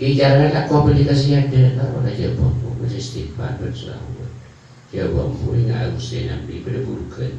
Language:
Madurese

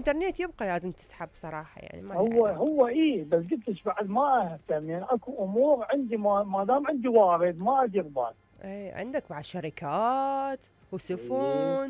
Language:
Mesopotamian Arabic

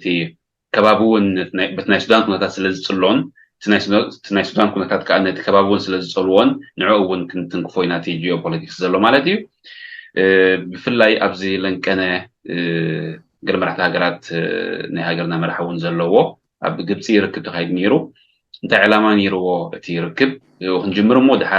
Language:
Tigrinya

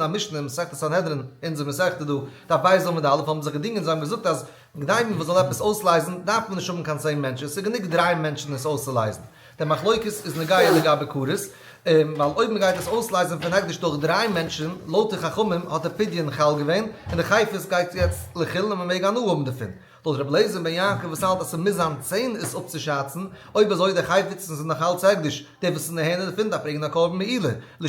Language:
Yiddish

